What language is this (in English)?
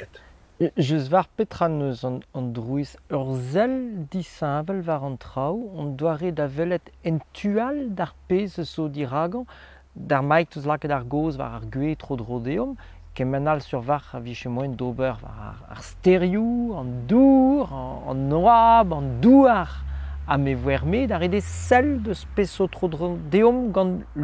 Breton